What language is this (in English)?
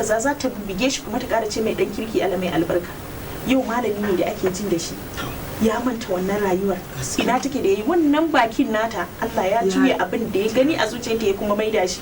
Hausa